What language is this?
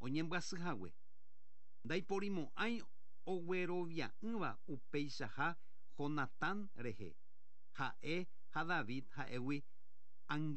Guarani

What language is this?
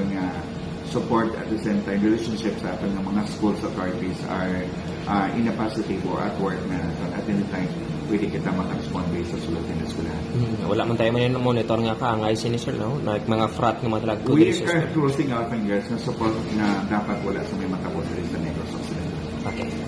Hiligaynon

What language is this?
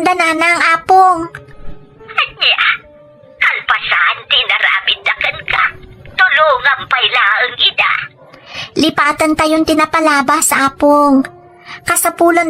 Iloko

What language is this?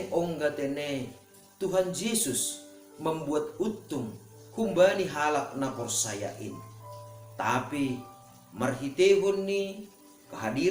Batak Simalungun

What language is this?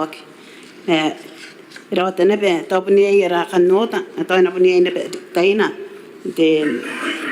Gilbertese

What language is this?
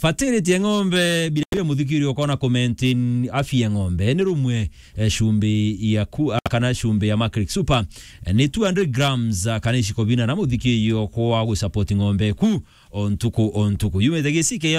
Meru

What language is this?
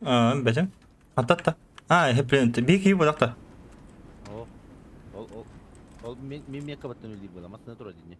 Yakut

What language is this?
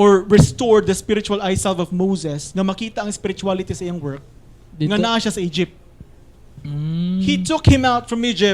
Cebuano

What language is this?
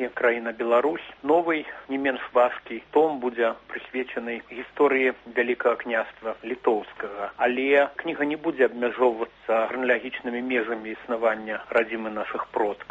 Belarusian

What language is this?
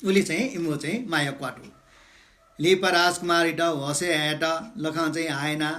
Newari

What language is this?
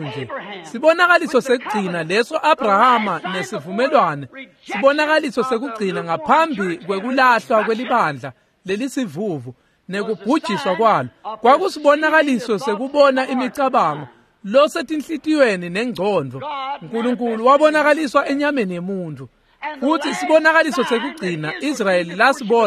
Swati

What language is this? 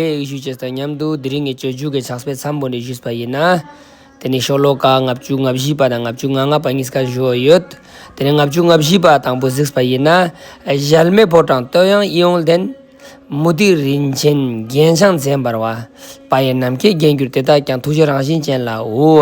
Ladakhi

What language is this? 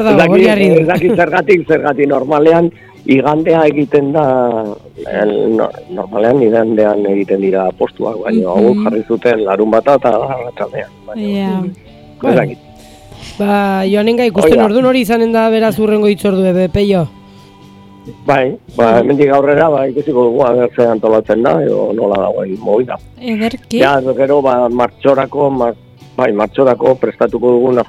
Basque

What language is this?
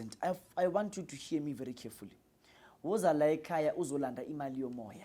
Zulu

